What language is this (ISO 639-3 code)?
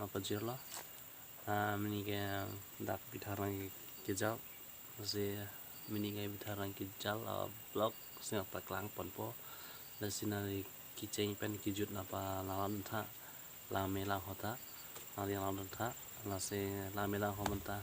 mjw